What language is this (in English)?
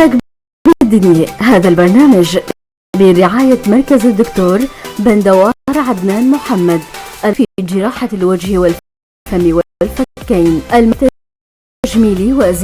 North Levantine Arabic